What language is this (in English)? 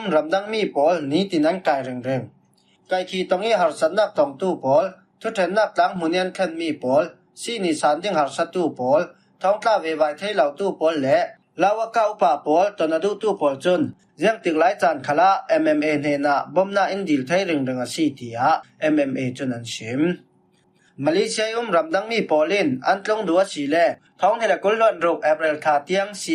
Falam Chin